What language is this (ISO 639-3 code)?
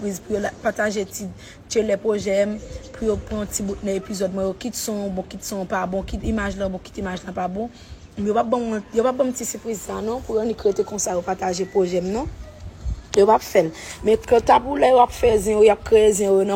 hat